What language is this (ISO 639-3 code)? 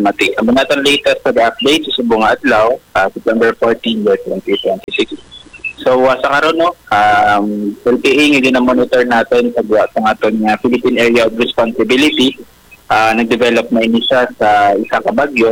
hil